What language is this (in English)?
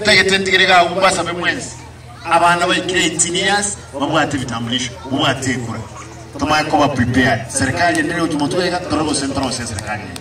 Gusii